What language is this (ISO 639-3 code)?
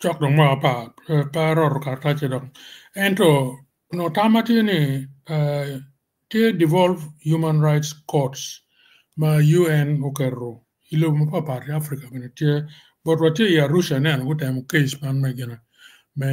ach